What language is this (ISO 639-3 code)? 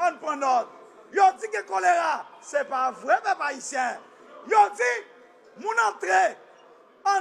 hat